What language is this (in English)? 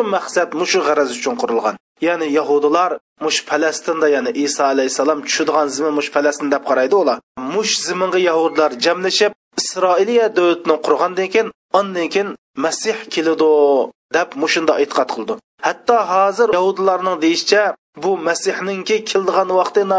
Uyghur